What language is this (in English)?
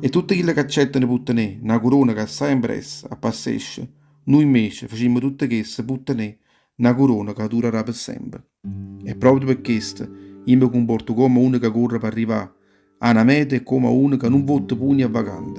Neapolitan